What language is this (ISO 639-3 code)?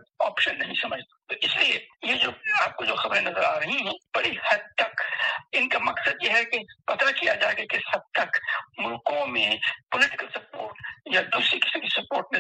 urd